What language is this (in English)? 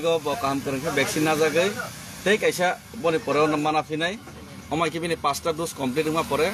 Kok Borok